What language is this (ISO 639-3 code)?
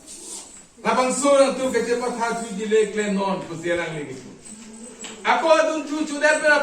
mjw